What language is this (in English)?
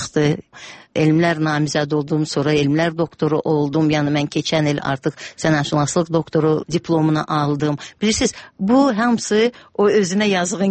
Azerbaijani